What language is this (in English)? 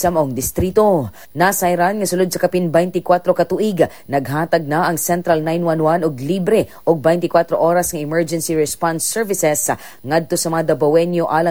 Cebuano